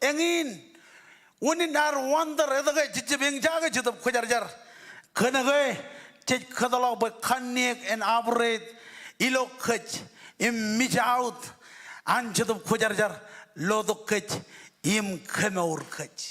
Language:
Marshallese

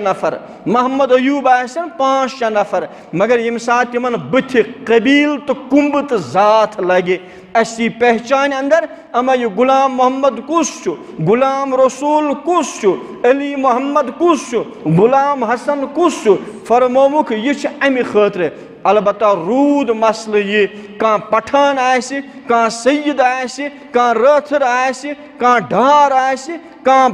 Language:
Kashmiri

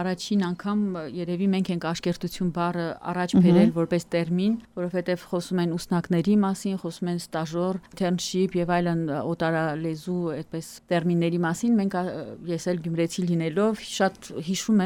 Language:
Armenian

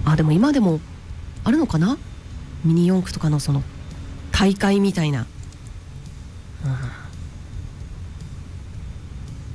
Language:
Japanese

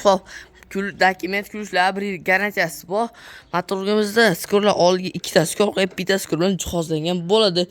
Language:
Uzbek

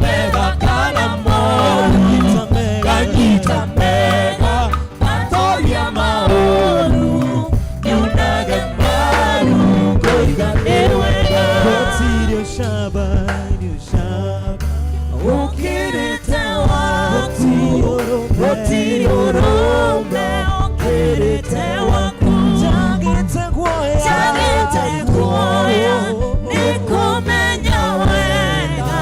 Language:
Kikuyu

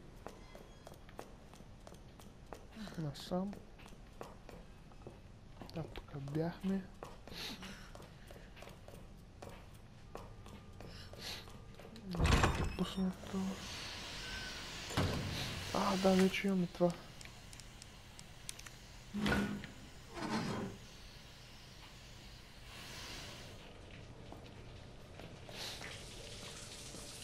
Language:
Bulgarian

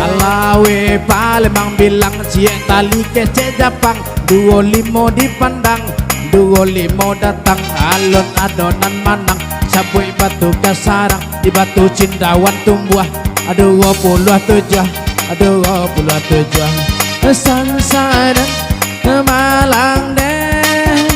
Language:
Minangkabau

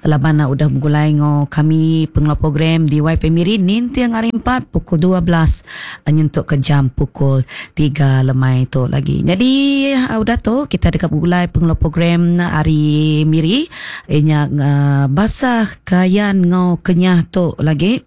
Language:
Iban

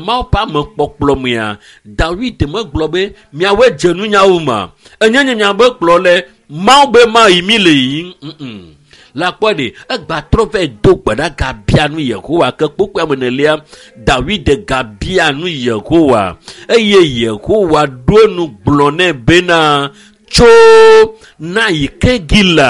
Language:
Ewe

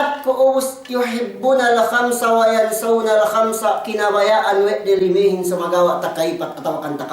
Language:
Yakan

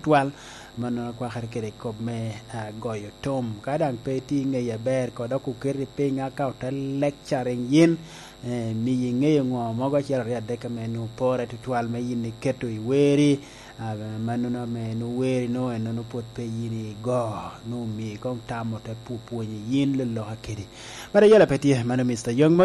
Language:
Lango (Uganda)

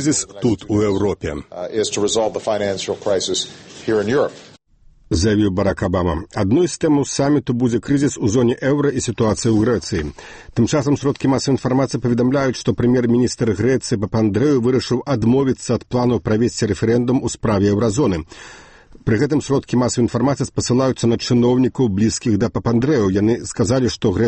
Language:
Belarusian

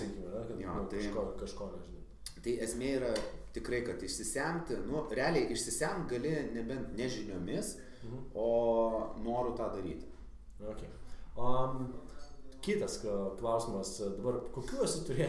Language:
Lithuanian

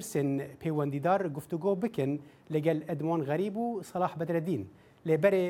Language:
Kurdish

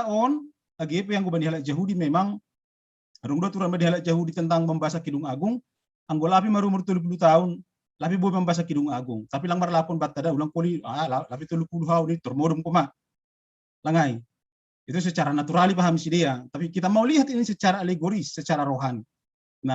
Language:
Batak Simalungun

